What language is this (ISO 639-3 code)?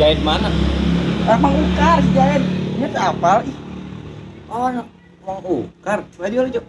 sun